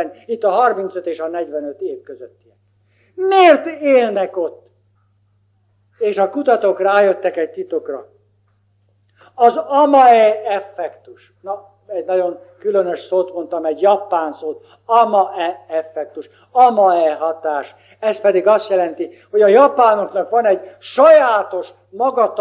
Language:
Hungarian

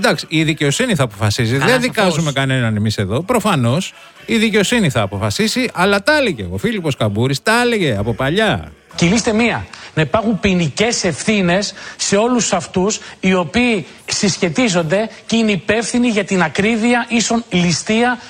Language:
Greek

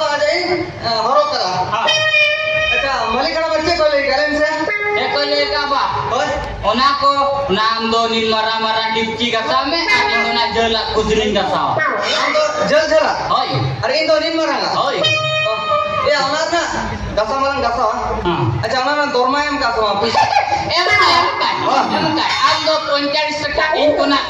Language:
Santali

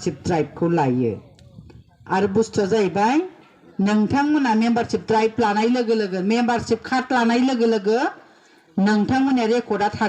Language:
Bodo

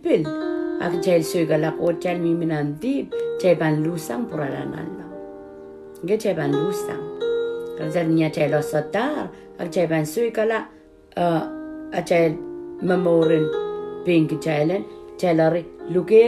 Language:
Pohnpeian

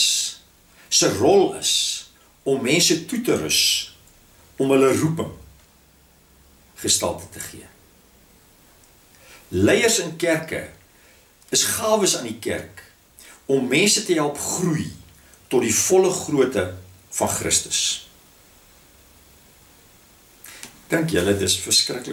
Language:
Afrikaans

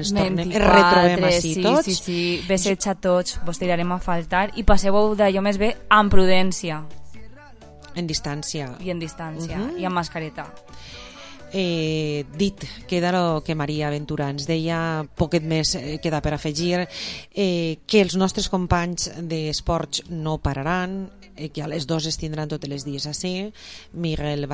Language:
Catalan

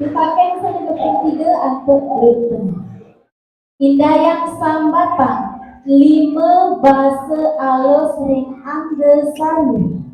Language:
Balinese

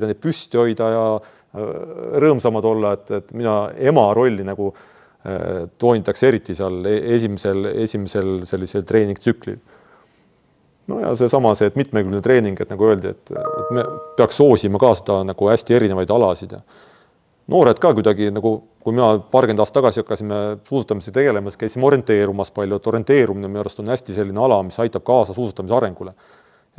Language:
Estonian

